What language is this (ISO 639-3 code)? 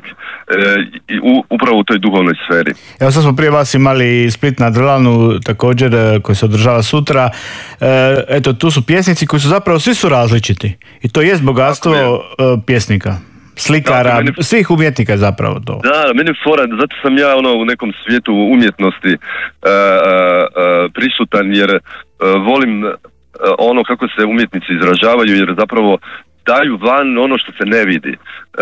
hrv